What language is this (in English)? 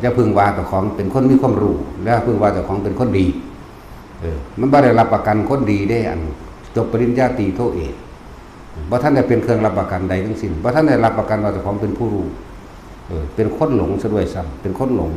Northeastern Thai